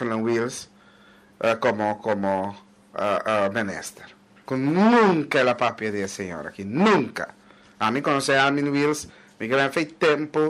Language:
Papiamento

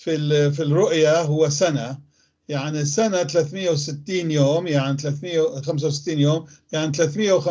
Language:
North Levantine Arabic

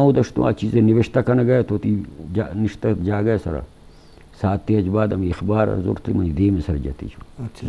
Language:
Eastern Balochi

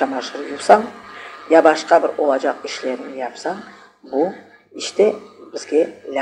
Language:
Crimean Tatar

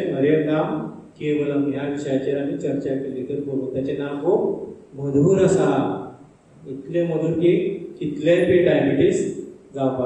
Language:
Konkani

